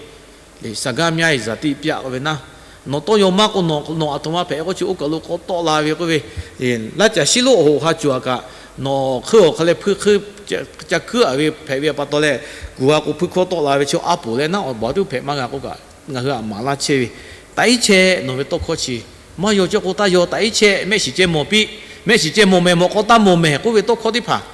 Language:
Lahu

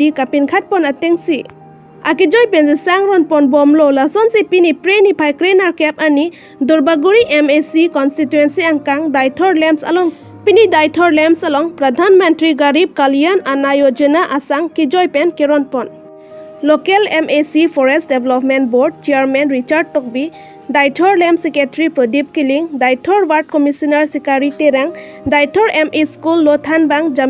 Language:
Karbi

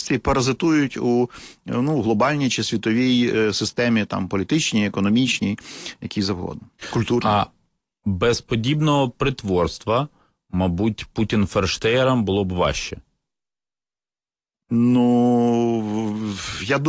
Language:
Ukrainian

